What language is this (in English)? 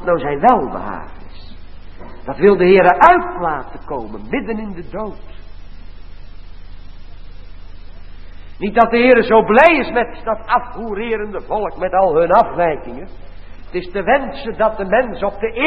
Dutch